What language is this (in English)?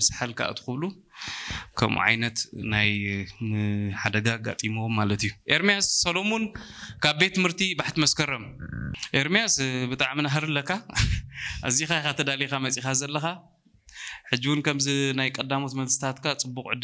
Tigrinya